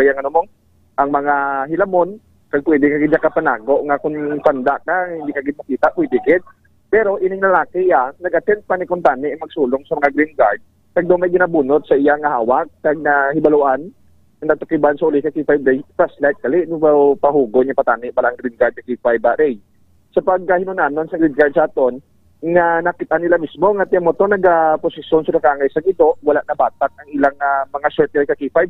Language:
Hiligaynon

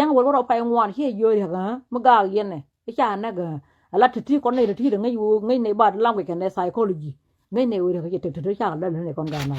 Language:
Nuer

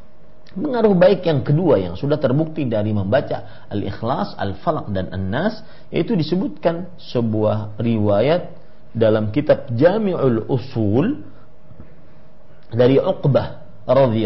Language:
Indonesian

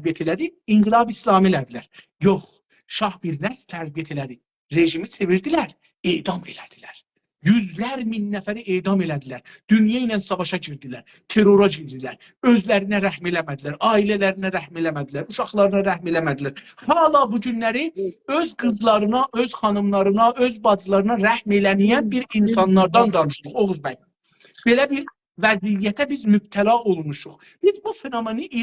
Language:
South Azerbaijani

